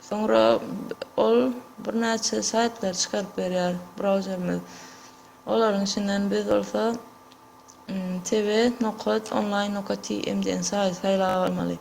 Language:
Turkmen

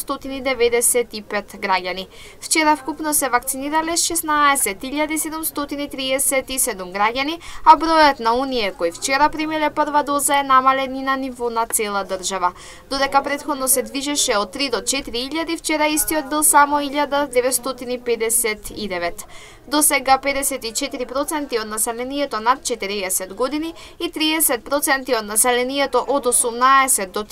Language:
Macedonian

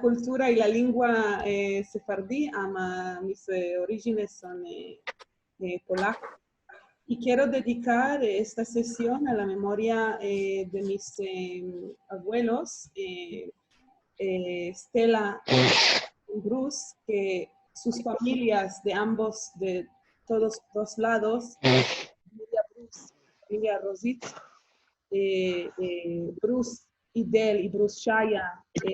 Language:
Ladino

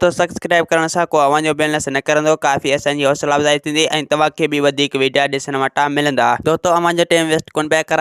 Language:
Sindhi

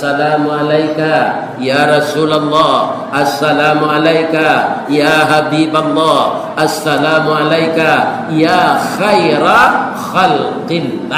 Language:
Minangkabau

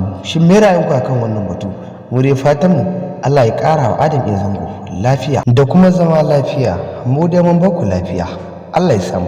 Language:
Hausa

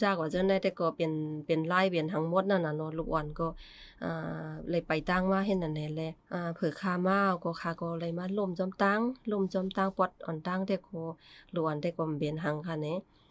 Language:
Shan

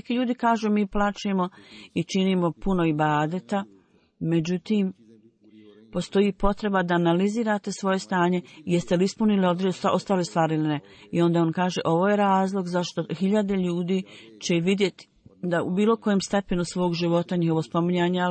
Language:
Bosnian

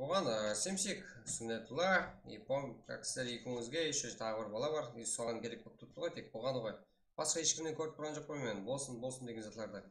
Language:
Kara-Kalpak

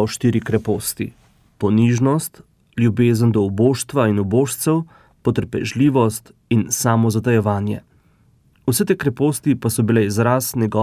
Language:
Slovenian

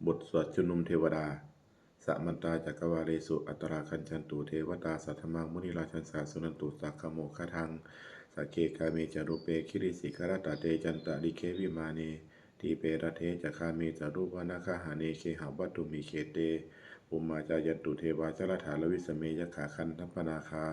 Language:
Pali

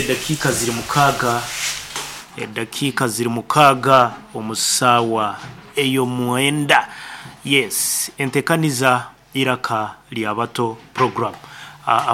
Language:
Nyankole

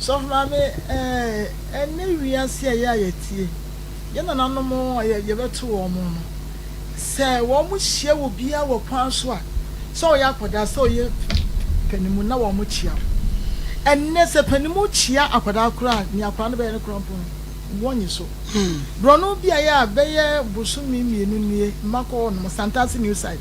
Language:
Akan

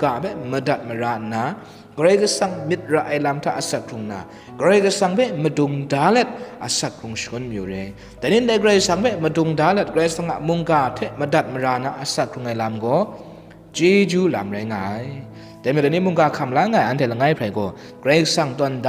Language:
Kachin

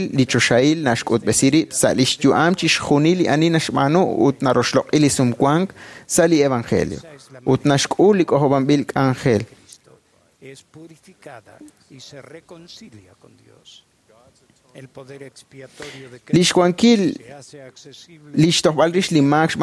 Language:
Kekchí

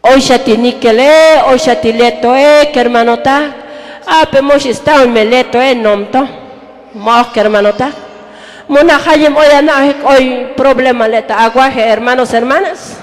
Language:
Tzotzil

